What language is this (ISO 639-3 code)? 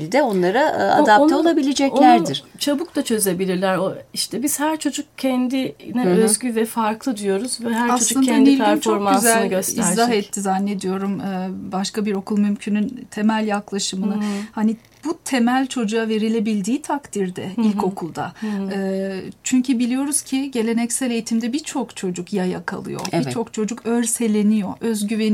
tur